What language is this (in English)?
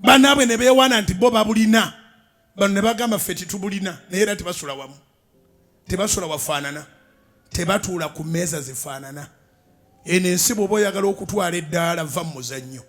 Ganda